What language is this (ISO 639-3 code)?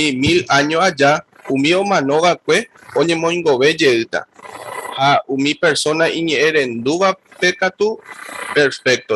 grn